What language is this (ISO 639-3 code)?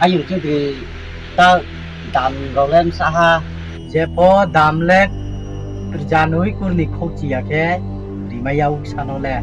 ria